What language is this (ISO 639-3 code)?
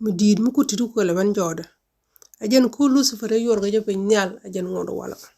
nus